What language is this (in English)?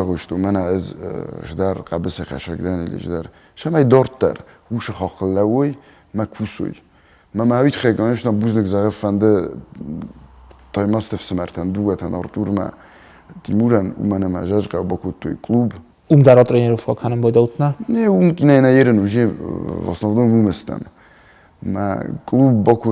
Ossetic